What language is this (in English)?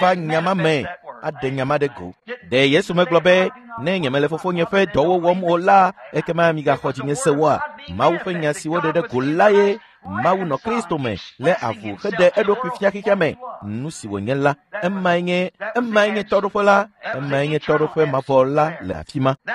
Ewe